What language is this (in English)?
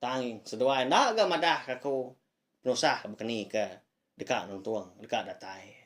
Iban